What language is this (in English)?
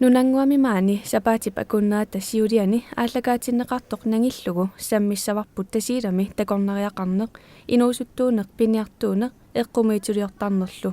Kalaallisut